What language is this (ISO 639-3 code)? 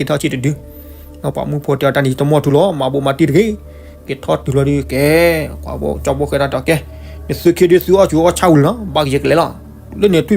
ksw